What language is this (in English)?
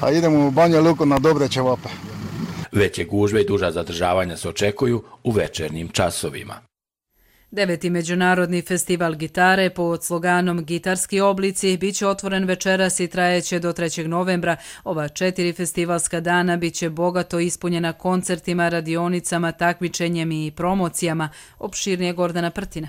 Croatian